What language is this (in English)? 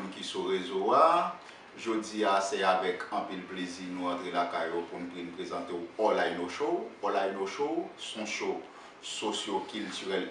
Haitian Creole